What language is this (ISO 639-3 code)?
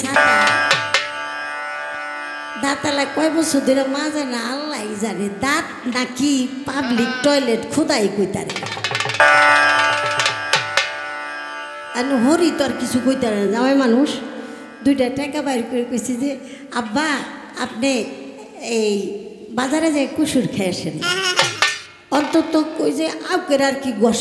ben